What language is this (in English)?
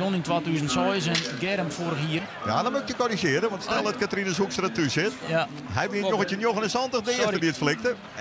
Western Frisian